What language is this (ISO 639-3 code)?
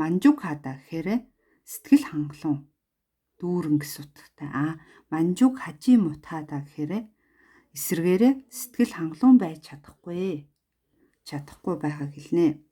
mon